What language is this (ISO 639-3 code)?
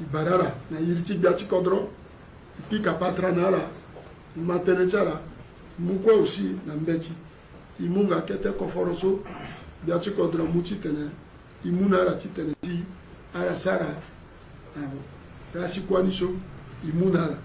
sag